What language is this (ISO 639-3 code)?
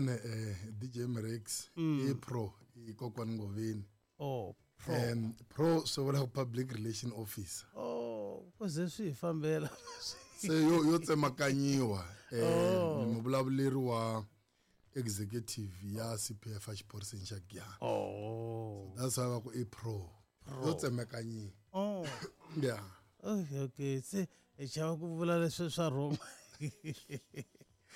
tso